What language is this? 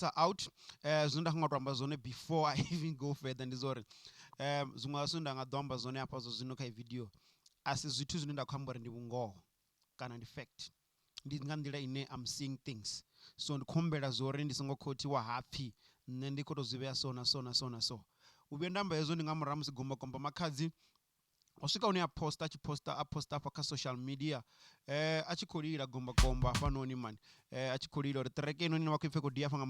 Venda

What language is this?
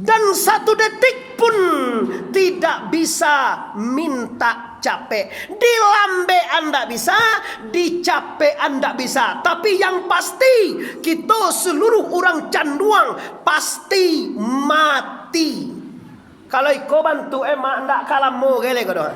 Minangkabau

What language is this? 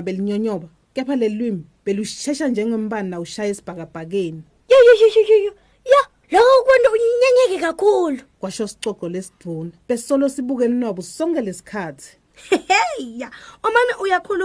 Swati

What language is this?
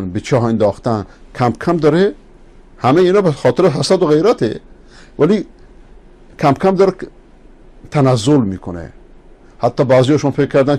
Persian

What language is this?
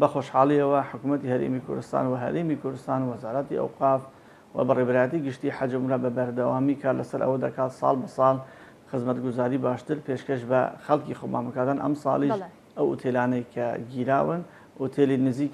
Central Kurdish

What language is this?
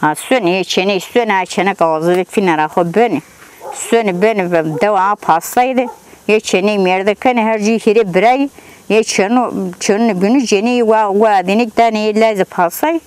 Zaza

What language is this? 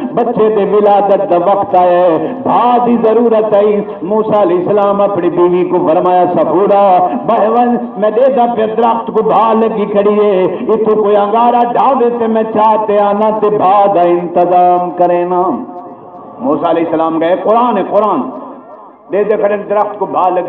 Saraiki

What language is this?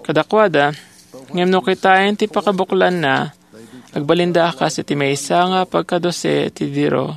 Iloko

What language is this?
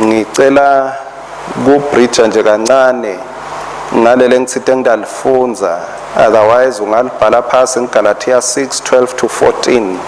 Swati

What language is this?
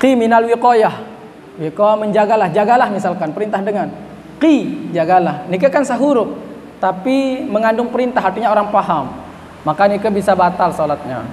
Sasak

